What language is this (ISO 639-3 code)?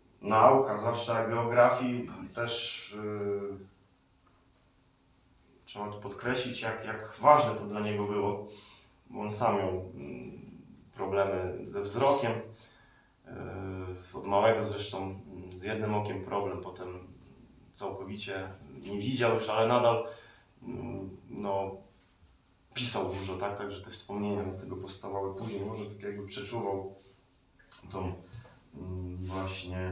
pol